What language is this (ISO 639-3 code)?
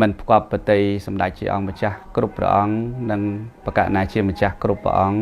khm